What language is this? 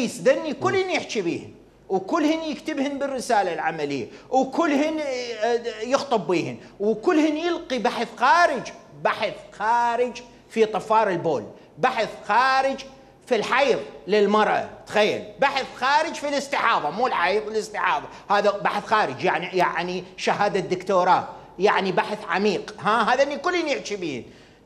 Mesopotamian Arabic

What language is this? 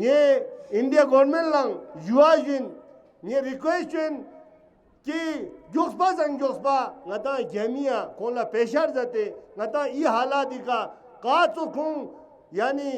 Tibetan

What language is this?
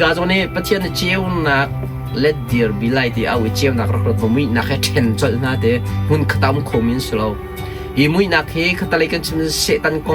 Hakha Chin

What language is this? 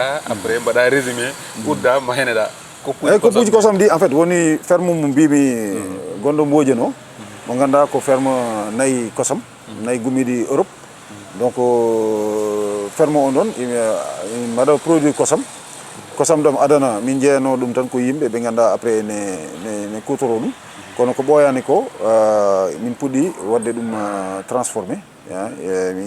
Fula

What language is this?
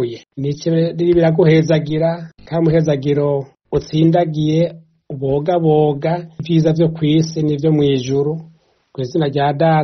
Rundi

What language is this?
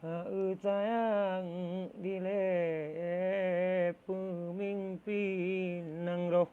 Achinese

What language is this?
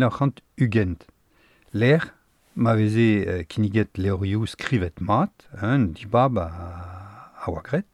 Breton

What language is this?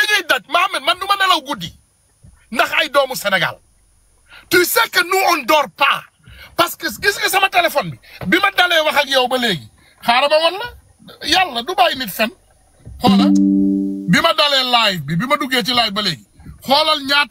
Wolof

